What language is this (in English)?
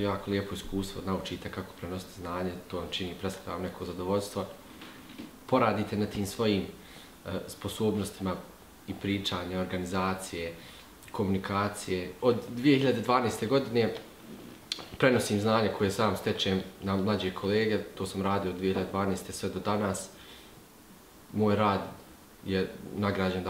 Bosnian